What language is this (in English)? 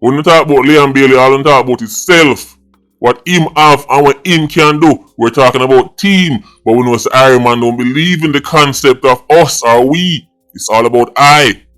Jamaican Creole English